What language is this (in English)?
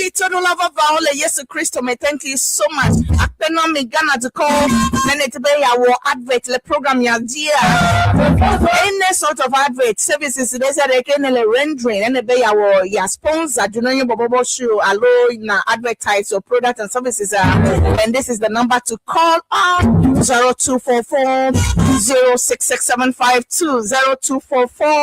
Ewe